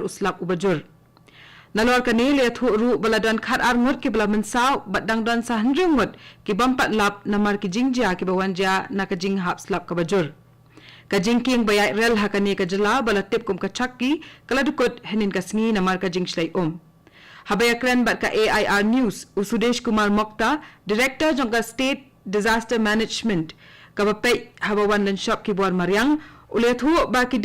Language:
Khasi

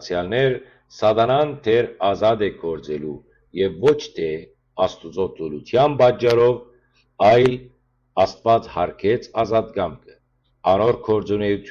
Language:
Western Armenian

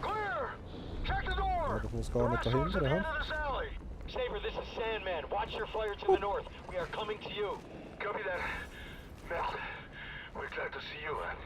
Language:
Swiss German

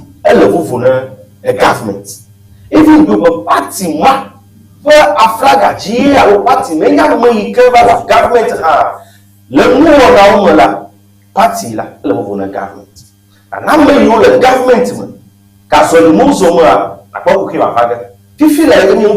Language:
Ewe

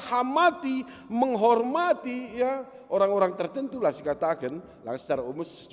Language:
Batak Karo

